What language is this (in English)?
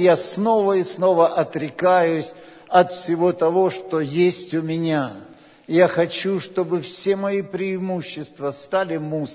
Russian